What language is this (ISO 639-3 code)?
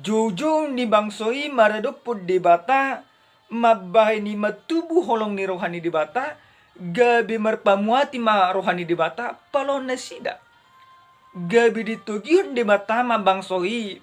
bbc